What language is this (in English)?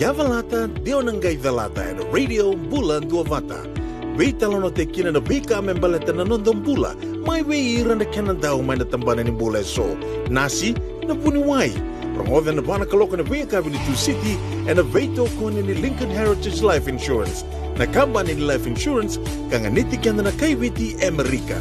Fijian